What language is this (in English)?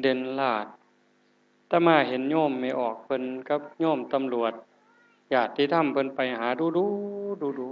Northeastern Thai